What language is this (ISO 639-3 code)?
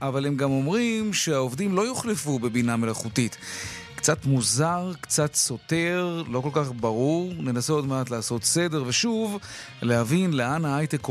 heb